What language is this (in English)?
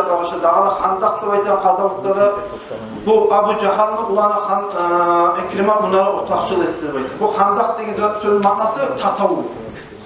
Kumyk